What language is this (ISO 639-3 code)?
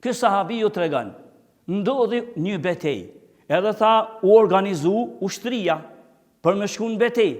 sqi